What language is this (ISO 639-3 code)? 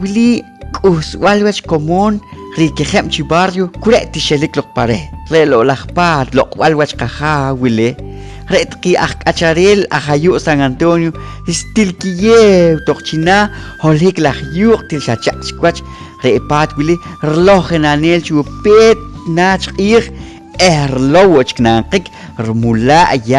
poh